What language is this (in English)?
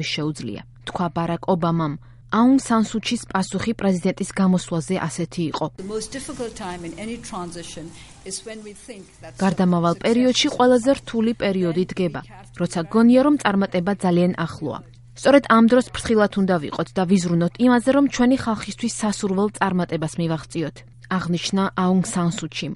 Georgian